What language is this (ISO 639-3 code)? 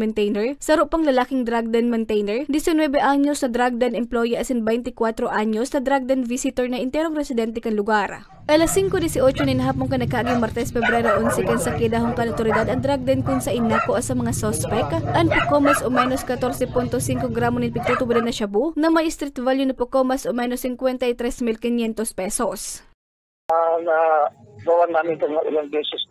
bik